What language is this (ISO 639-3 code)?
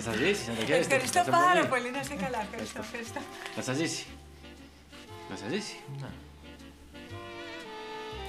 ell